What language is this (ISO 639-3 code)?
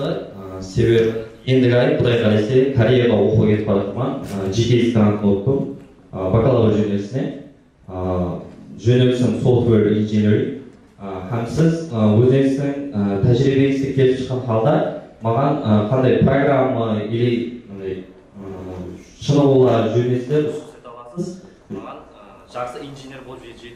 kaa